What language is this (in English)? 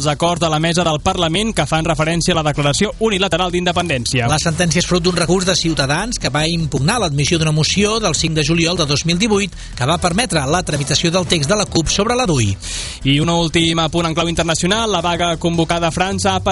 Catalan